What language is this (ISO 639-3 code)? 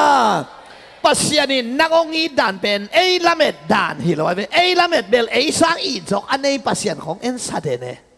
ctd